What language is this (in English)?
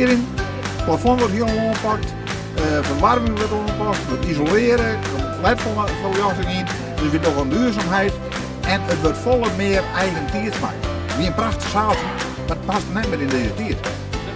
Western Frisian